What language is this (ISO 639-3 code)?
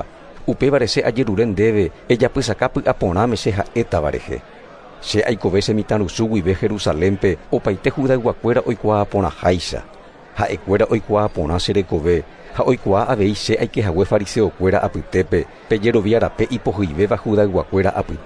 grn